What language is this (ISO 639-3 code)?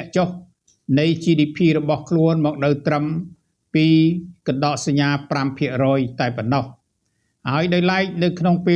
khm